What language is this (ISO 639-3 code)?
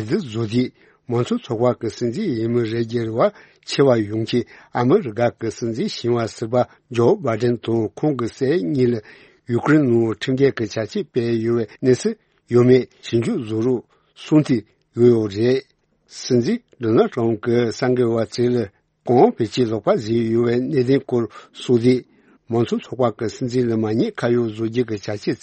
bod